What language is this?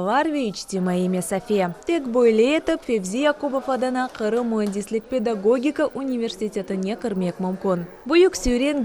Crimean Tatar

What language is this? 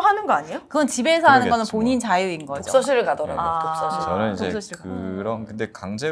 Korean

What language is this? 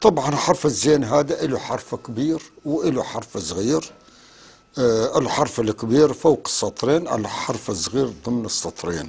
North Levantine Arabic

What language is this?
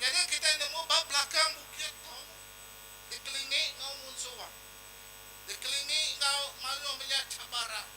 Iban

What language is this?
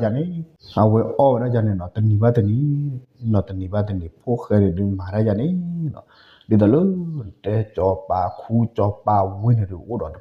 S'gaw Karen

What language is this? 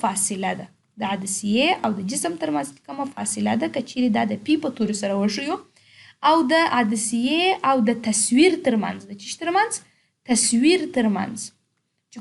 Pashto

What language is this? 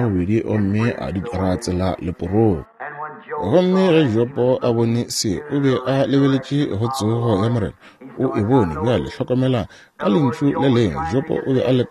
Northern Sotho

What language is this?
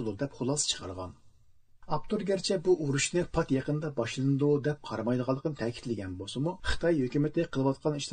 Uyghur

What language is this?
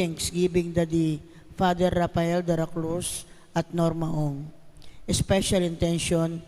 Pampanga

